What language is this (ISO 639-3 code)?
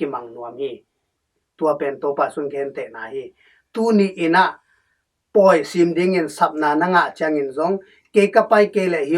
ctd